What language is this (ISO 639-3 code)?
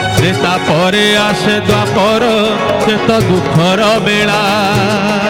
ori